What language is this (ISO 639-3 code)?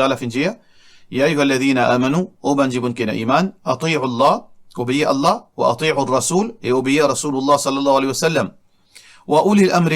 mfe